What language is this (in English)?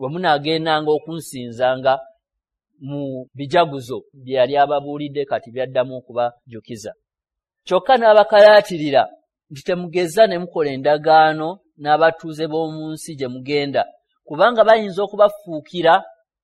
Ganda